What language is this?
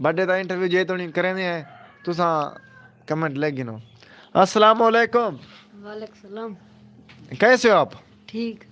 Saraiki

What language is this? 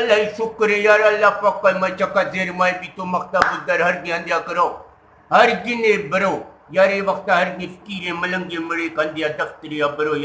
Eastern Balochi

